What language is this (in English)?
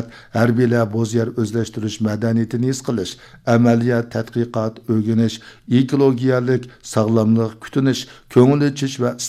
Uyghur